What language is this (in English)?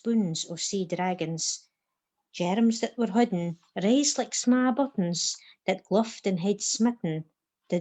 Scots